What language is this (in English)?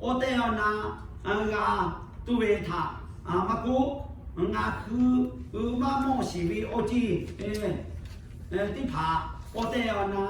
Lahu